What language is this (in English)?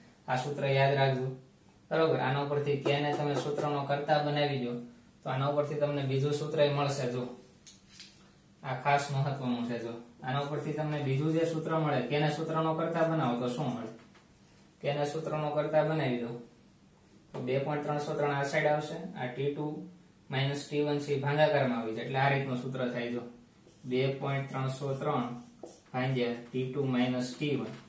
Gujarati